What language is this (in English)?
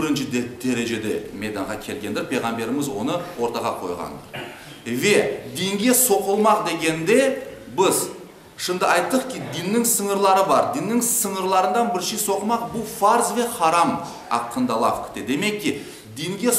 Crimean Tatar